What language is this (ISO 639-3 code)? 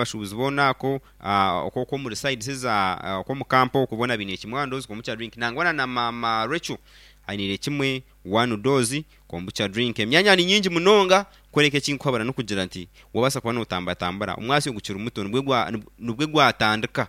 nyn